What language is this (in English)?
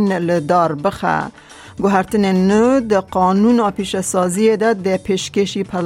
Kurdish